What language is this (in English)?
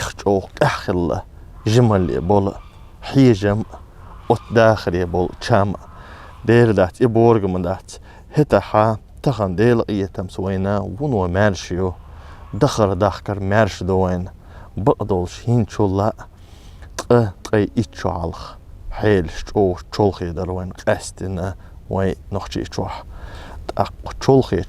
Chechen